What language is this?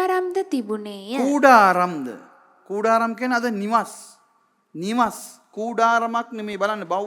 Sinhala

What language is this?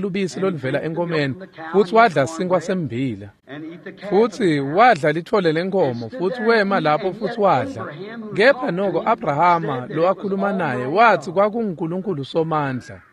Swati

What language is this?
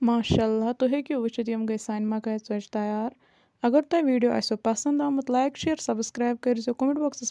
Kashmiri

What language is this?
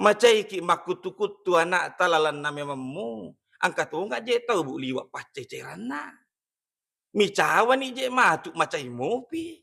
Buginese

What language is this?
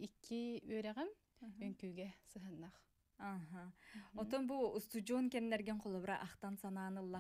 Yakut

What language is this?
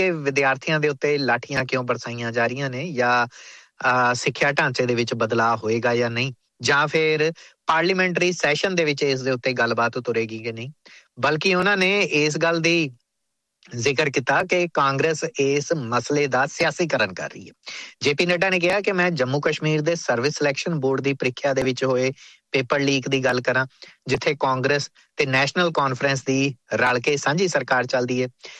Punjabi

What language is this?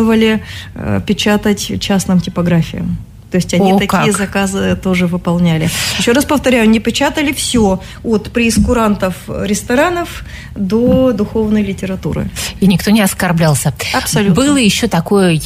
Russian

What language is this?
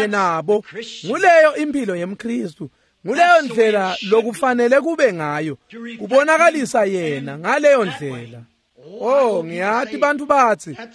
Swati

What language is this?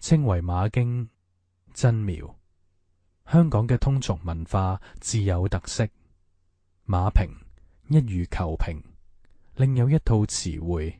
Cantonese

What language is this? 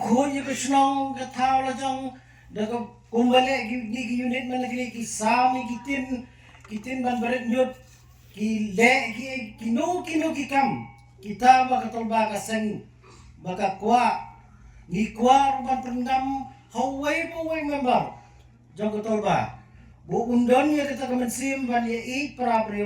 Khasi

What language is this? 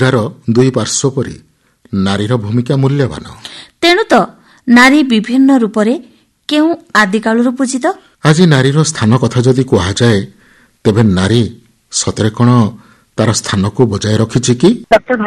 Odia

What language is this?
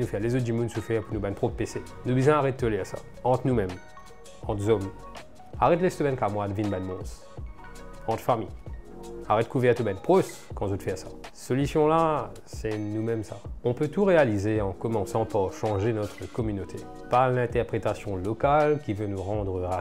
Morisyen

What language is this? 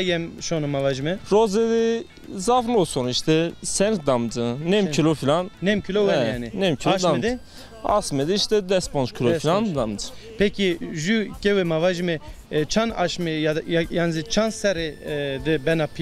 Zaza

